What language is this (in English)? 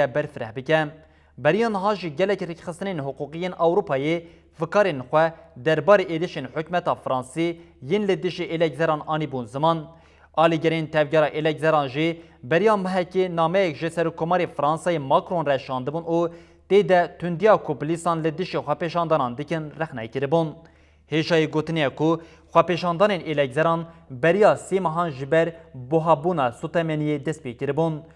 Kurdish